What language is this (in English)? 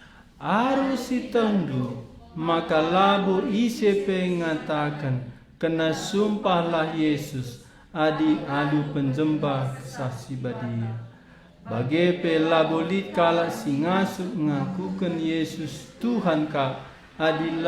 Batak Karo